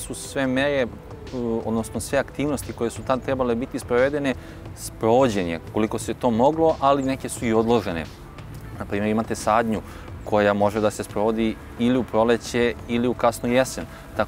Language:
Serbian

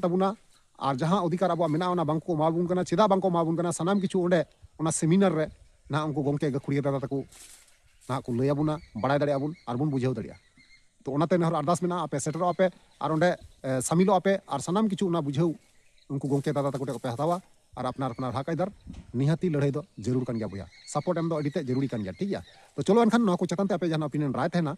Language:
Santali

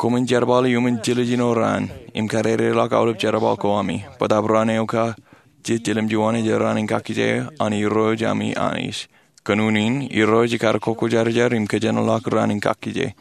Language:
Marshallese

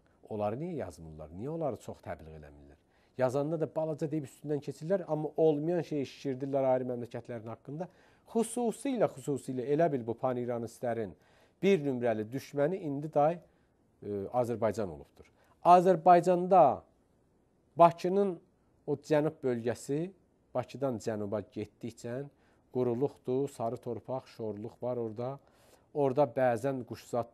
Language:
Azerbaijani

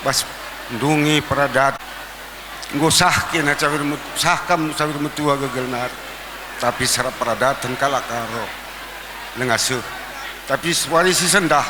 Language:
Batak Karo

